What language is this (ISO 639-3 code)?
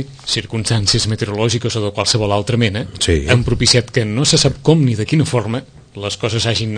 cat